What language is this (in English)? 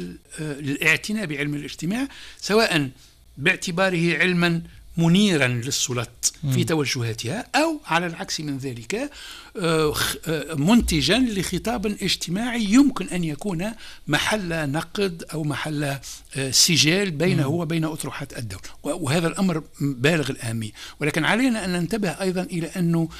Tunisian Arabic